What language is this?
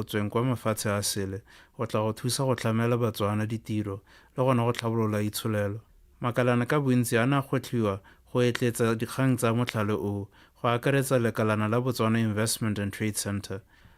Tswana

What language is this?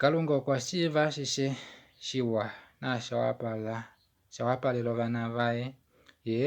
Kuanyama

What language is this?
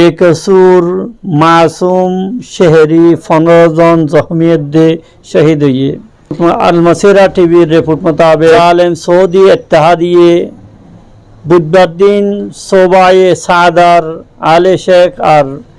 Rohingya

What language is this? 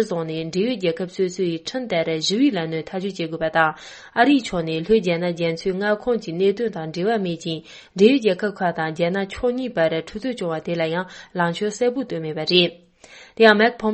Tibetan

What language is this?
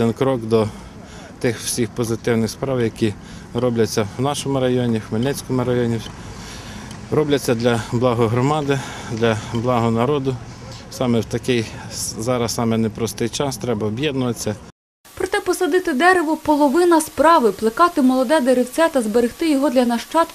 Ukrainian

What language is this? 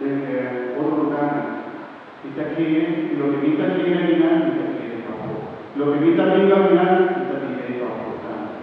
Papiamento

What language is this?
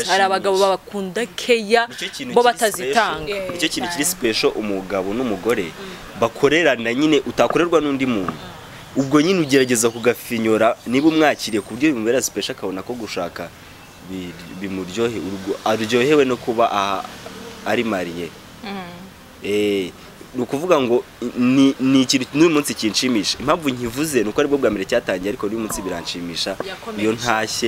Kinyarwanda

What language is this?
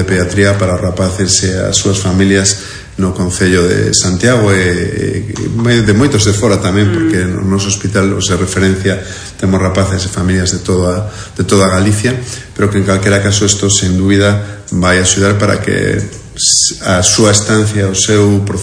Galician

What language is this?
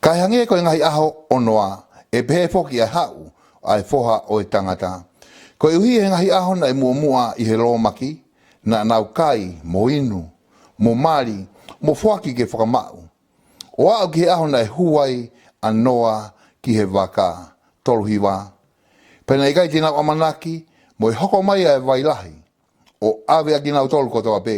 Tongan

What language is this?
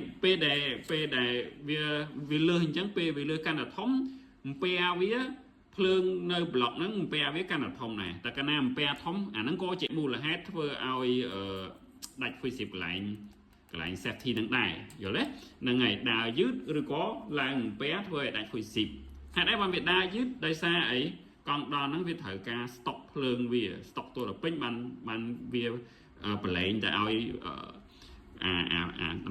Khmer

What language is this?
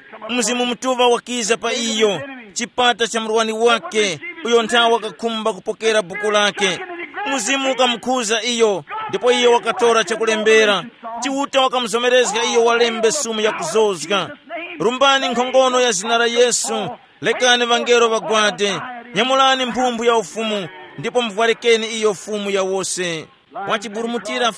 Tumbuka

